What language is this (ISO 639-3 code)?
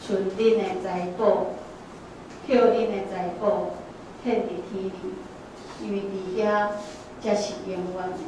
nan